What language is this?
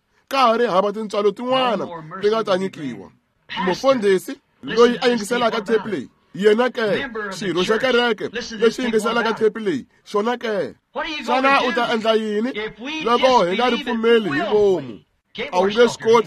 Tsonga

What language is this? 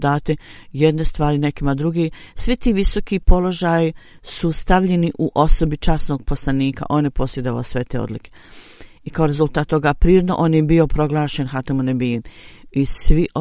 Bosnian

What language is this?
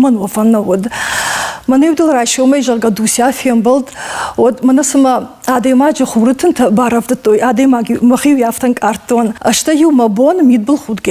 Ossetic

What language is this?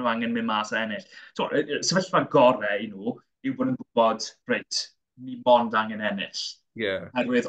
Welsh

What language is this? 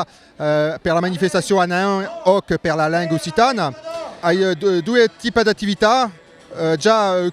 Occitan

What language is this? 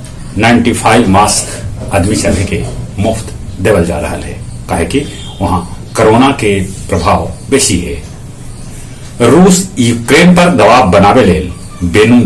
Magahi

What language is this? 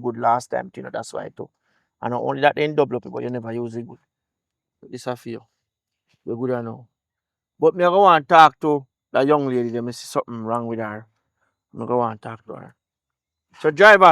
Jamaican Creole English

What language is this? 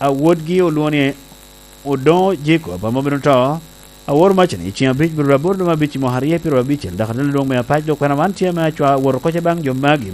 Lango (Uganda)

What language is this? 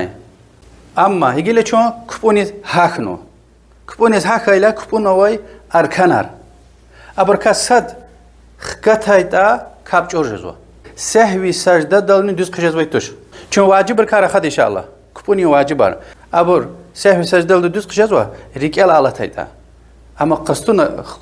Lezghian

